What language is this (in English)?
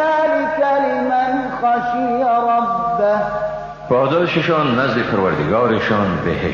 Persian